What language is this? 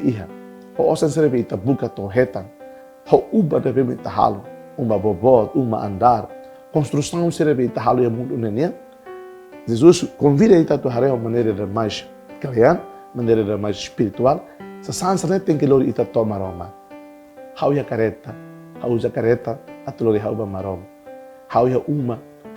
Tetum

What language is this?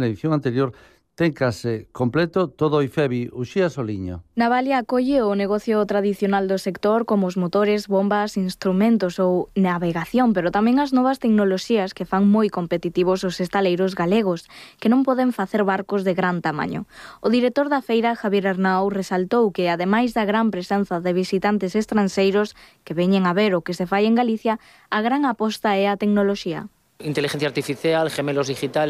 Galician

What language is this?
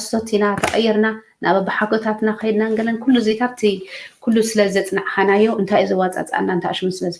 Tigrinya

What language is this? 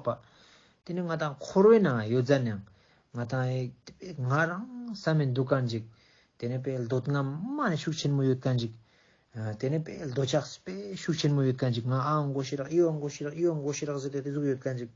Ladakhi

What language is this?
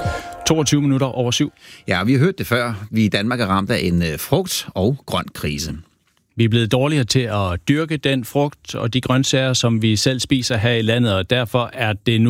Danish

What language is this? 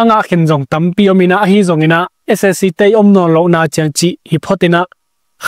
Tedim Chin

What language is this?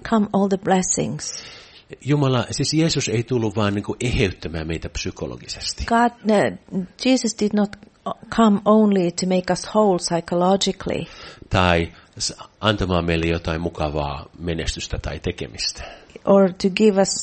Finnish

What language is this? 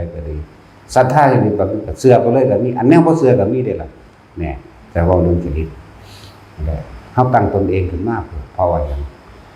Northeastern Thai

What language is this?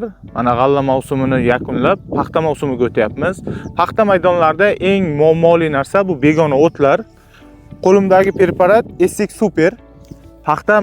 Uzbek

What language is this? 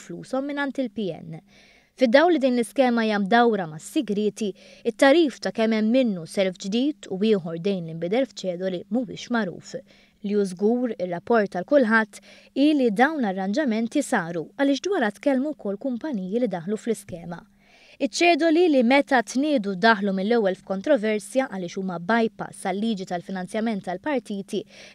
Maltese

